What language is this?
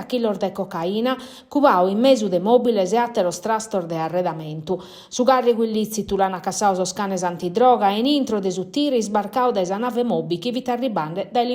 Sardinian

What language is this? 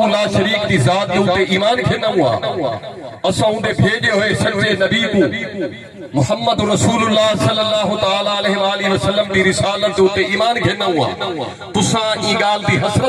Saraiki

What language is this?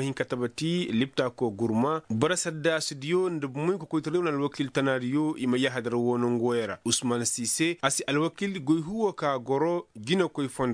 Koyraboro Senni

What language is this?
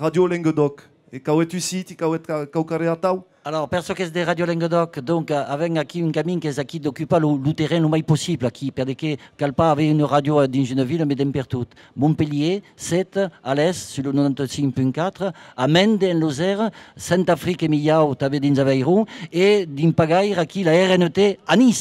Occitan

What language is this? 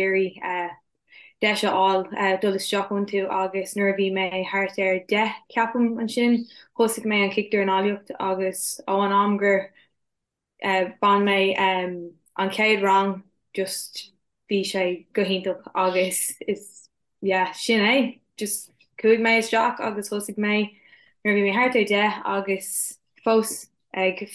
Irish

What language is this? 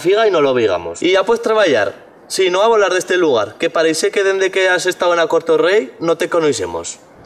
Aragonese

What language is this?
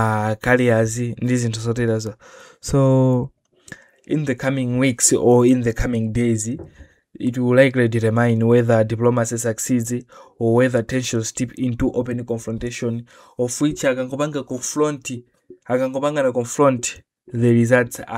Nyanja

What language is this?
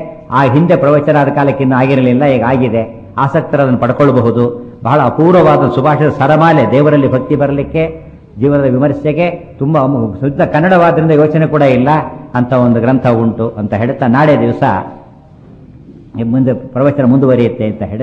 Kannada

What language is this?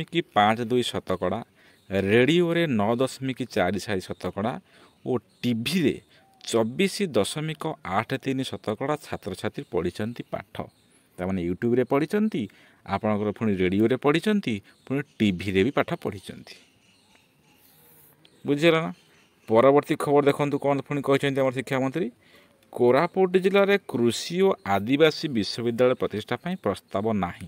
Odia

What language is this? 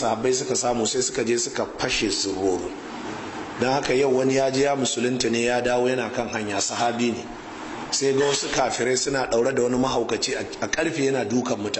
Hausa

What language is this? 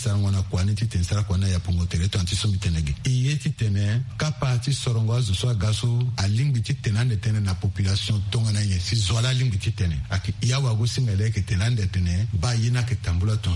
Sango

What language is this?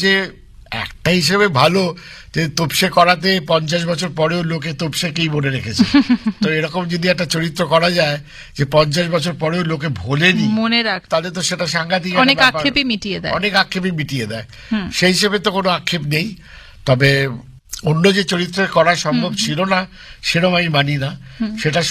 Bangla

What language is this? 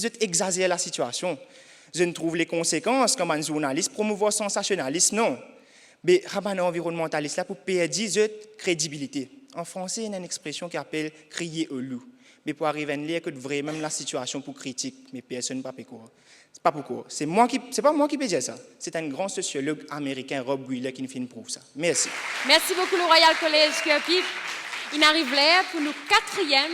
Morisyen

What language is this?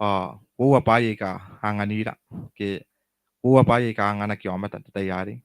Gilbertese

